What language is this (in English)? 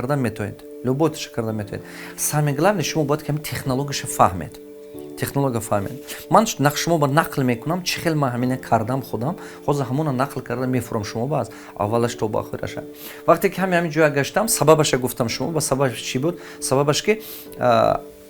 Tajik